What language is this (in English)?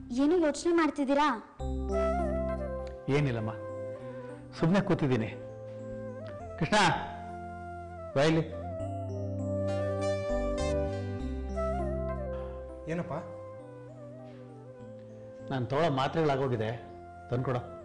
Kannada